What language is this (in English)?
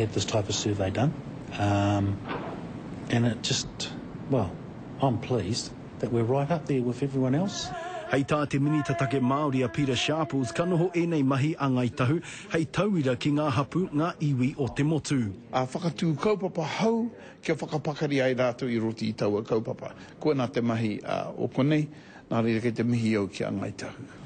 Māori